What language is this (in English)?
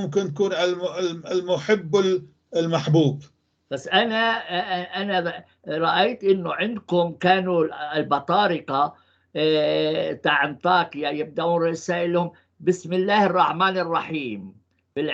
North Levantine Arabic